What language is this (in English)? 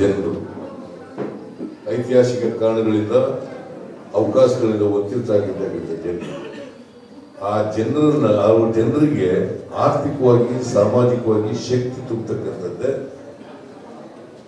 Kannada